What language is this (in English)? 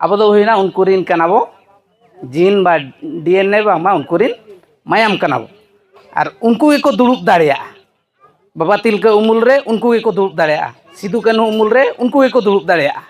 Santali